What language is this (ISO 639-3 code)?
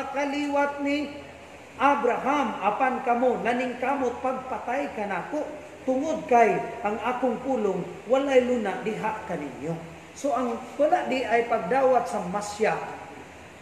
ceb